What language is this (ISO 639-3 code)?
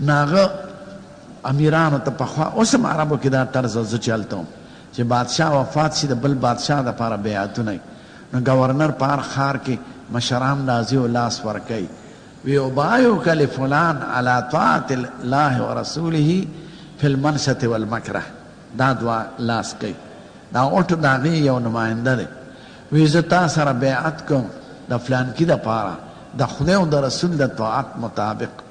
pus